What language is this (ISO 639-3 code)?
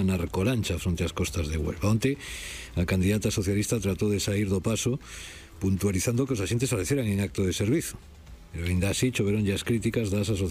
glg